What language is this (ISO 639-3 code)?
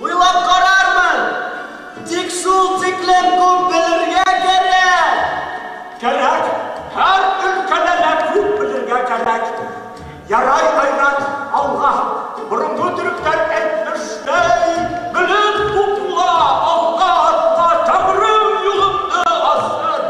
bak